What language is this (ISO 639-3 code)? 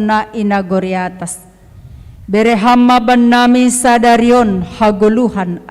bts